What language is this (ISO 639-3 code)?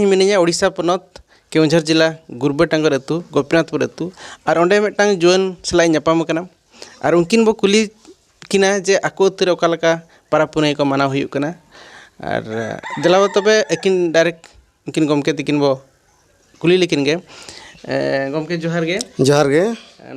sat